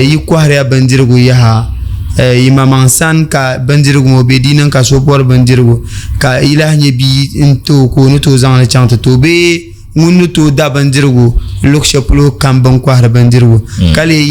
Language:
Dagbani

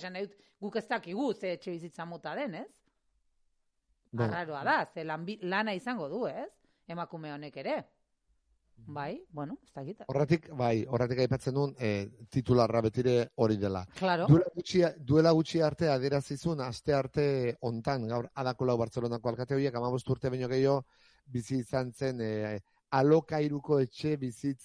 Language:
Basque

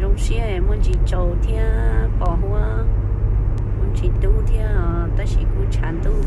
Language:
Hmong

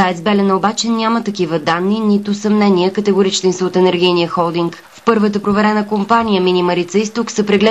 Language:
Bulgarian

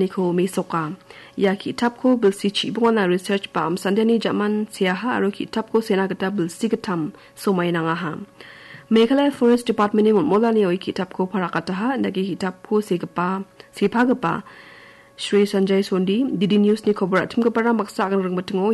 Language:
Garo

